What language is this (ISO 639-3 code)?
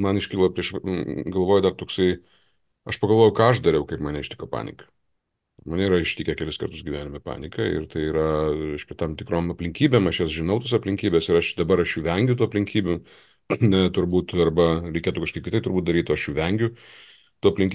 lit